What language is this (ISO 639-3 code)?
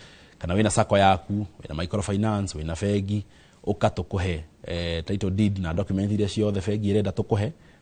kik